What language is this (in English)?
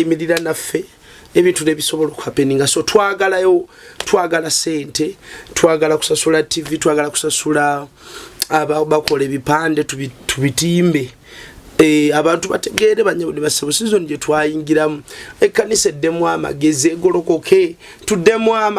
Ganda